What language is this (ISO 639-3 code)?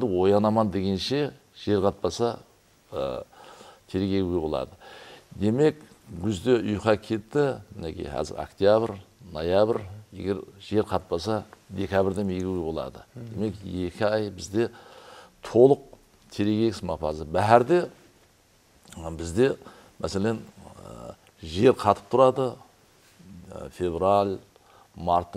kaa